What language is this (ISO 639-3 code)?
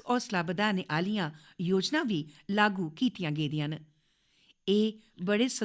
doi